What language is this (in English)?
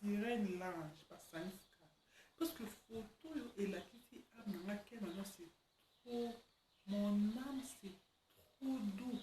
Lingala